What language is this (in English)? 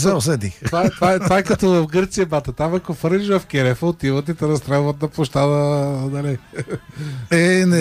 Bulgarian